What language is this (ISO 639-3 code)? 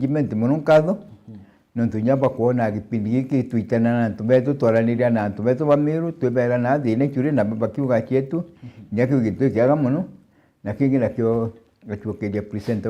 mer